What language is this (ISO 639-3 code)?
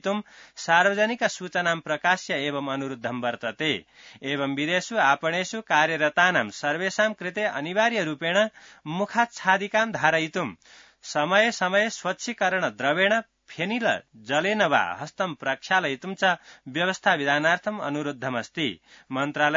san